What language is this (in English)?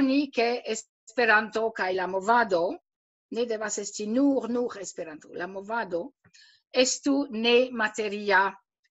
Esperanto